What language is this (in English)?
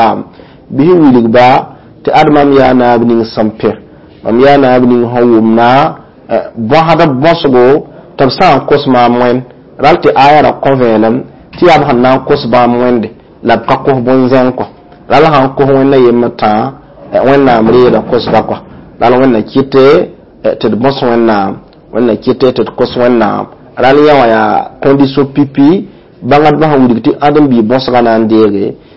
Mossi